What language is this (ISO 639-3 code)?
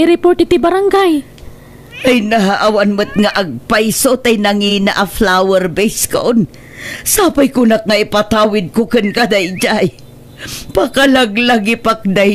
ilo